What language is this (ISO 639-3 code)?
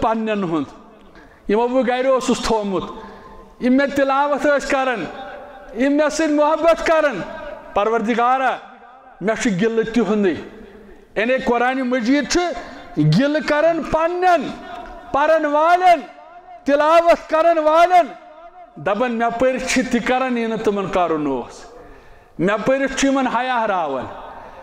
kas